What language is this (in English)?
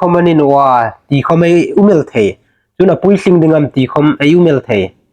Hmar